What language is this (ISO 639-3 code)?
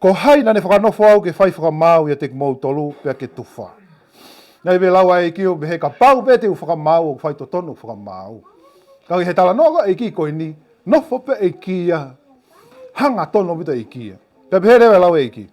ton